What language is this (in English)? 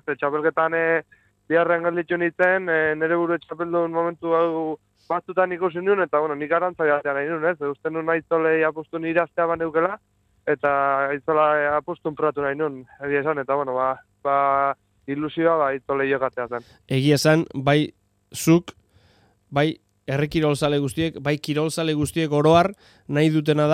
Basque